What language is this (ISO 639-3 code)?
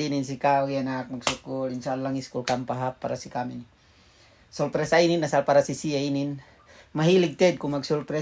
yka